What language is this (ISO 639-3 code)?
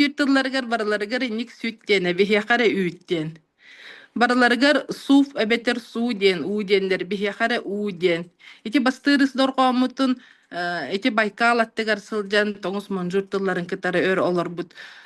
sah